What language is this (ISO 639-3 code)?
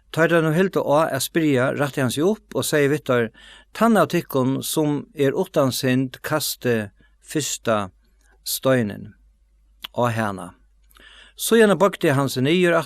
fao